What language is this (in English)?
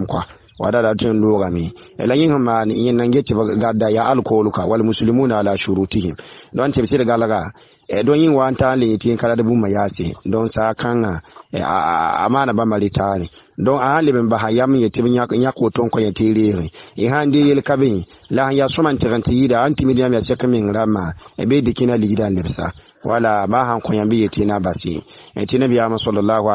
Mossi